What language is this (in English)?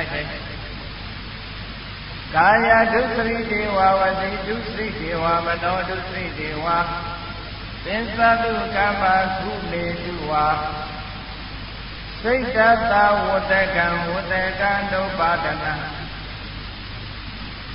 Burmese